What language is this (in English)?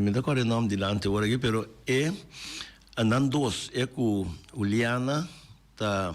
Papiamento